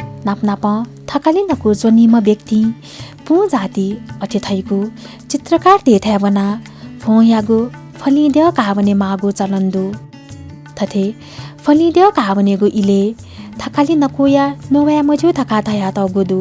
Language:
Newari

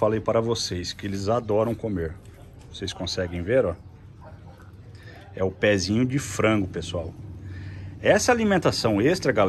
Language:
Portuguese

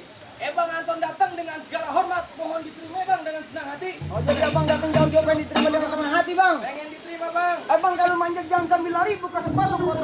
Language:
Betawi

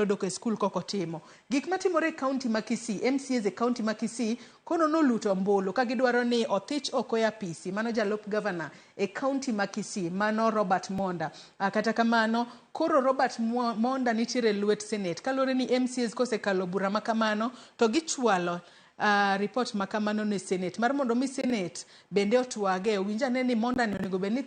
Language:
Luo (Kenya and Tanzania)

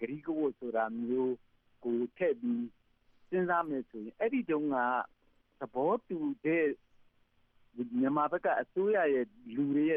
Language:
Burmese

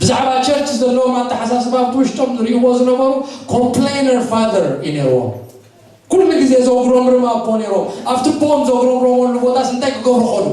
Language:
Tigrinya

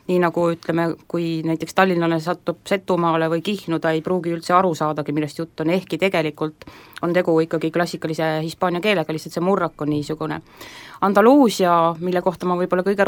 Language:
Estonian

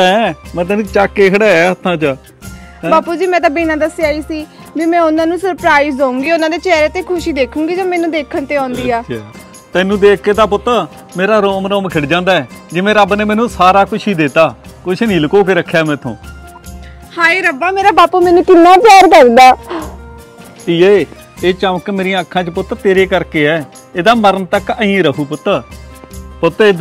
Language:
Punjabi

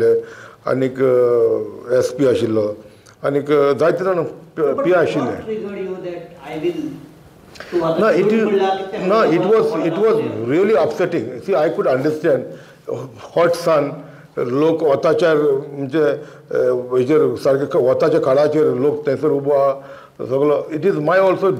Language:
Konkani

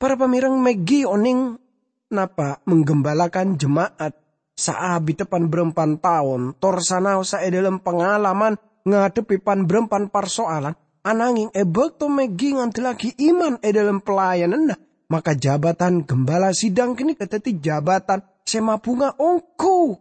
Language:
Madurese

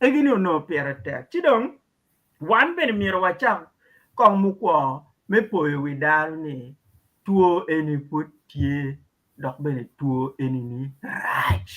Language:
Acoli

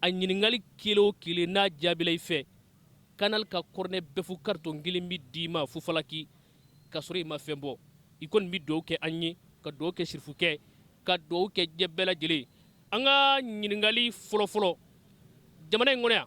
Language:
Bambara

